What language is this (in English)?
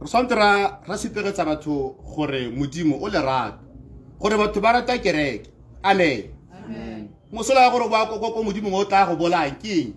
Tswana